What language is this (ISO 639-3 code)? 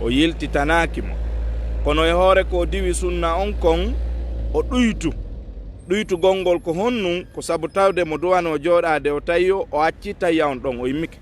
ful